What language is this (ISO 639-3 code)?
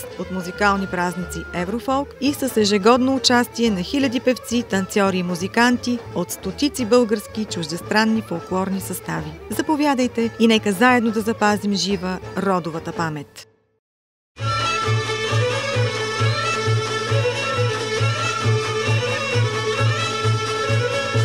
bul